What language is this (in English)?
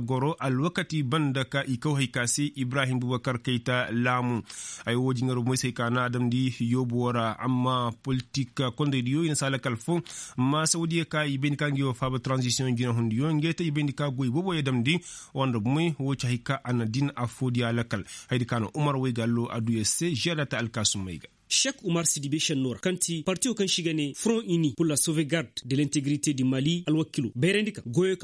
Koyraboro Senni